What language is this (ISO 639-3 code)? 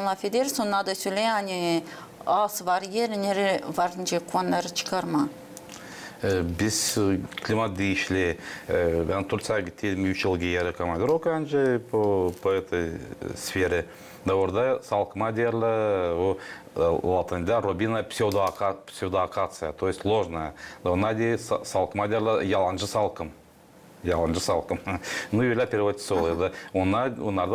gag